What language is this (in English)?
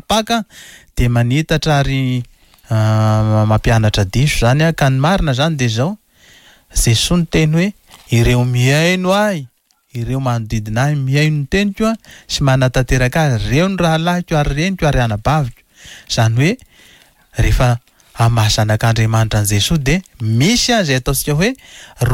Malagasy